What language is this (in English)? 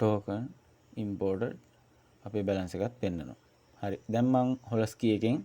Sinhala